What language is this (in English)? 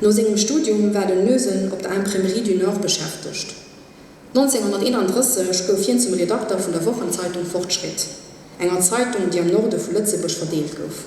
Luxembourgish